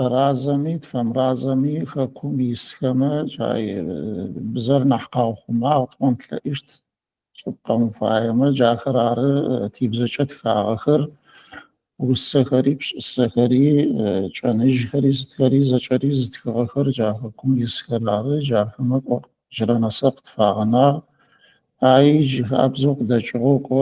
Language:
Adyghe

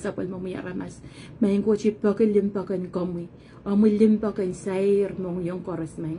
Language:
Pohnpeian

